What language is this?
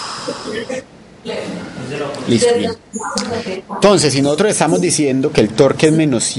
Spanish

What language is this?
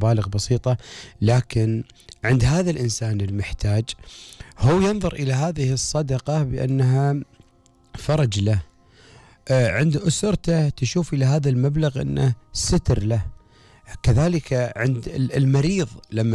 Gulf Arabic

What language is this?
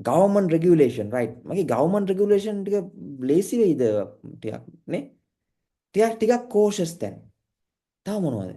Sinhala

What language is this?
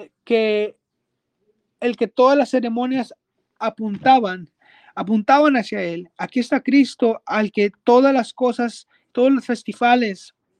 Spanish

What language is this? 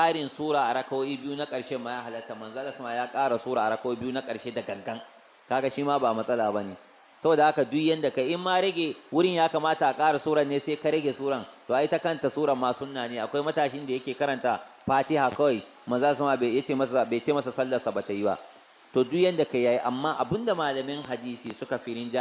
Hausa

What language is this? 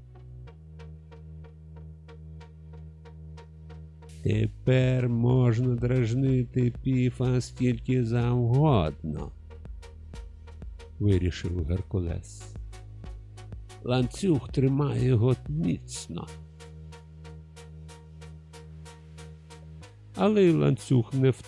Ukrainian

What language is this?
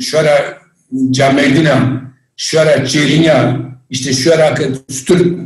Zaza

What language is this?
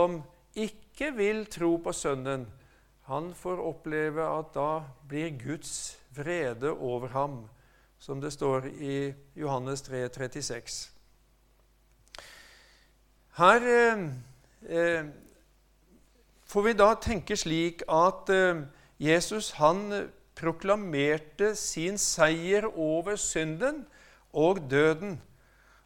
Norwegian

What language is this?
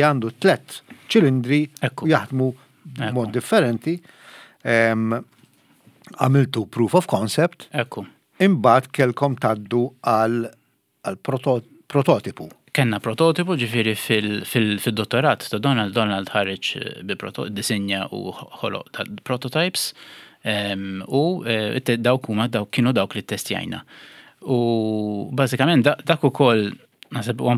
Maltese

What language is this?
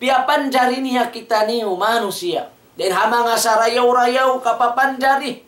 Tausug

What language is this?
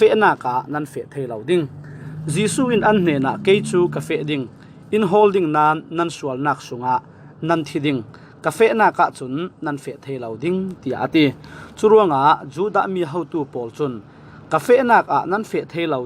Falam Chin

